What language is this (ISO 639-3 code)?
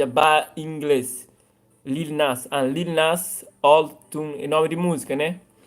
kea